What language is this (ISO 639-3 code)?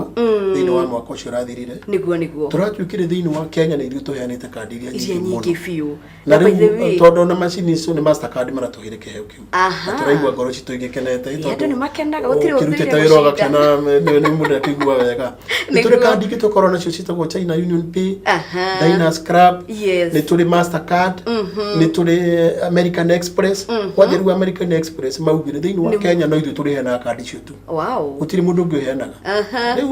kik